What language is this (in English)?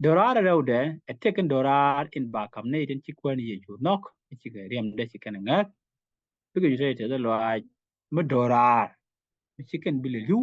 Nuer